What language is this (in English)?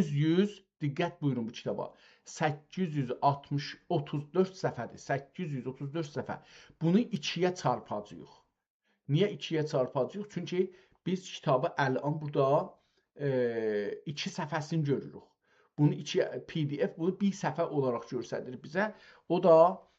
South Azerbaijani